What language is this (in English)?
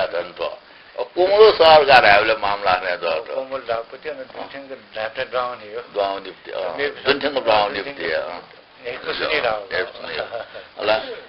Newari